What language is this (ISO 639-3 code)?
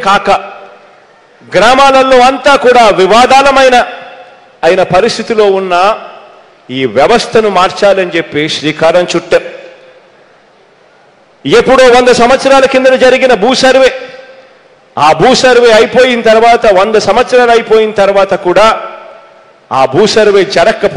tel